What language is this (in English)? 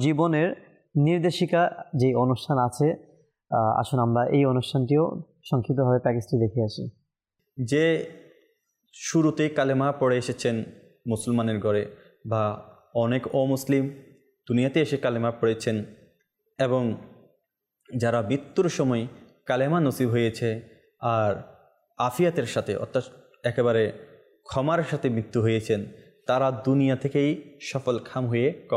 Bangla